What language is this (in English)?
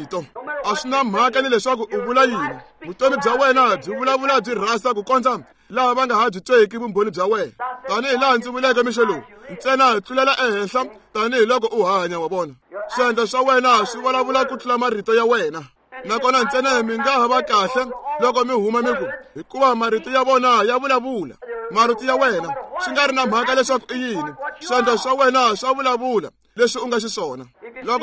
Tsonga